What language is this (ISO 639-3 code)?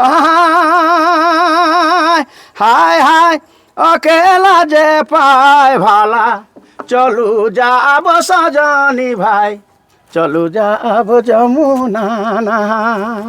sck